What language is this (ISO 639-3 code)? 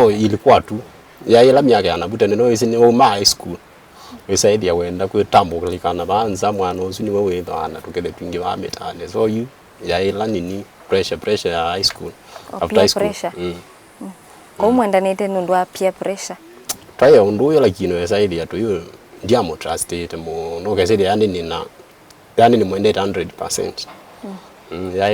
kam